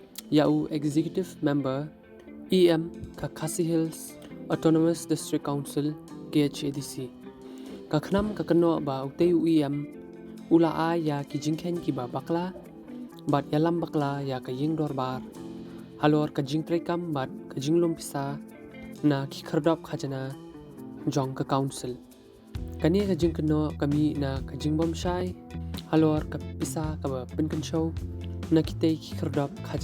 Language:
Khasi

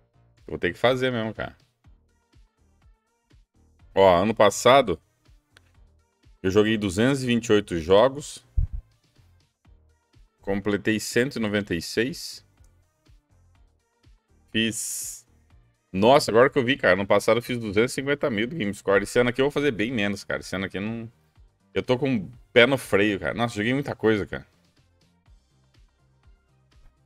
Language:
Portuguese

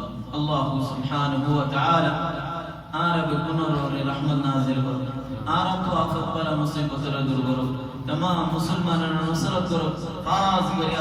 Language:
Rohingya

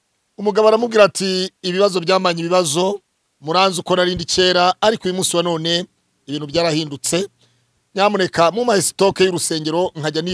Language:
Kinyarwanda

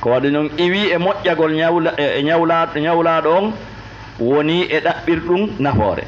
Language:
Fula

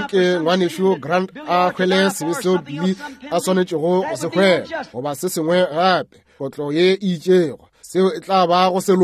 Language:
Northern Sotho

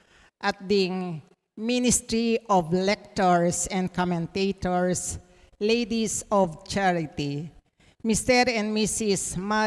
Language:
Pampanga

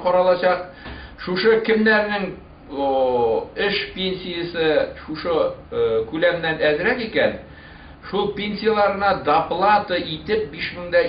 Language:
Bashkir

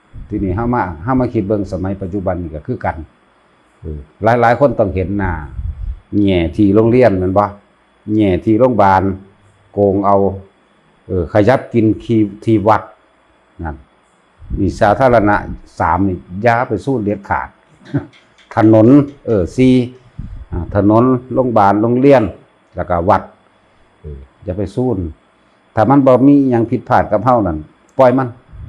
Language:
Lao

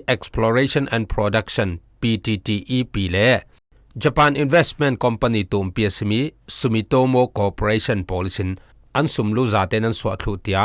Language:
Falam Chin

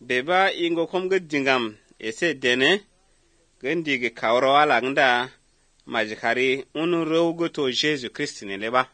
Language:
Slovenian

